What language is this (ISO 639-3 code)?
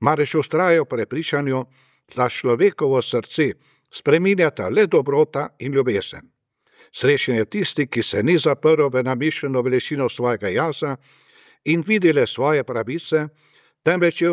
slv